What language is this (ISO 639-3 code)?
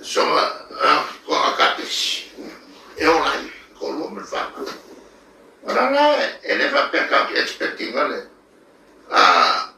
smo